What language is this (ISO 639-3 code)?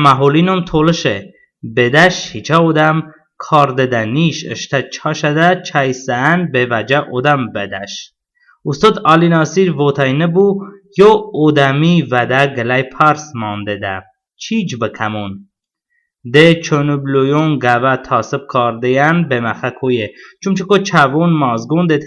tly